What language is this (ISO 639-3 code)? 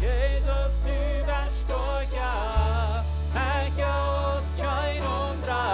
pdt